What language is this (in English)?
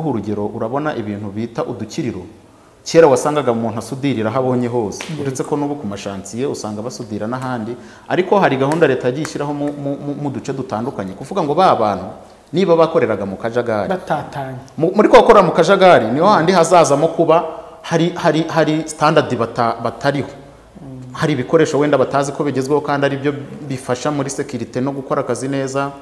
Kinyarwanda